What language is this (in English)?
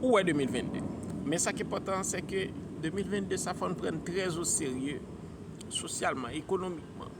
Haitian Creole